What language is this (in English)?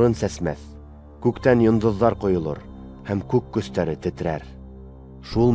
Bashkir